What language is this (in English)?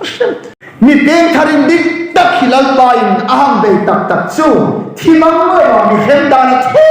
Hmar